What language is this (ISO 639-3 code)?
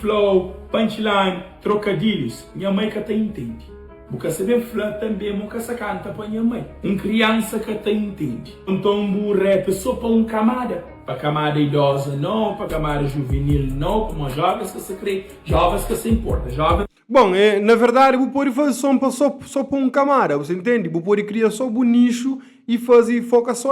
kea